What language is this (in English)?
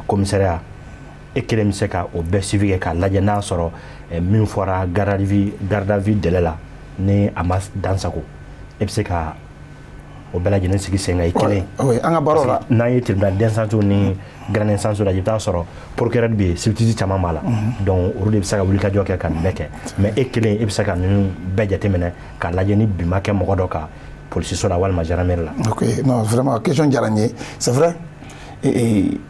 Bambara